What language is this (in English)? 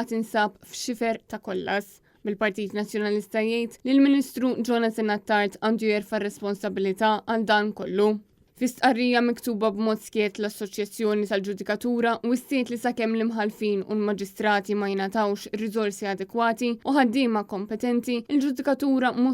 Maltese